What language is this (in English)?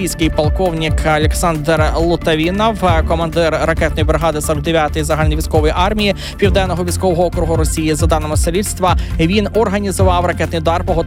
Ukrainian